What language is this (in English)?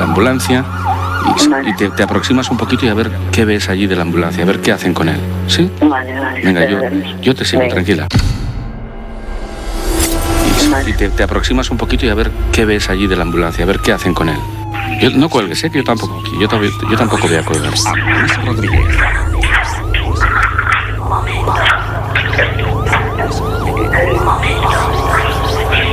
Spanish